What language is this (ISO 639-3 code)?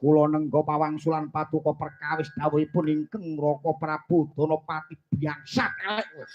jav